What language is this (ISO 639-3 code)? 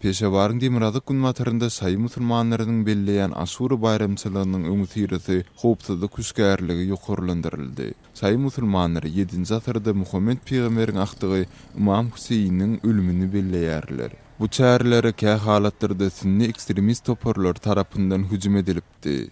tuk